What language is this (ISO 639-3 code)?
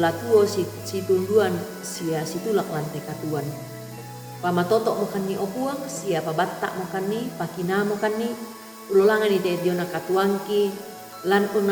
sda